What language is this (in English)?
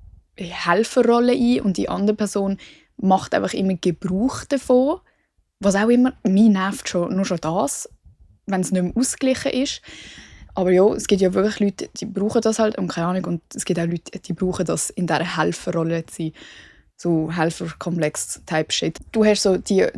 Swiss German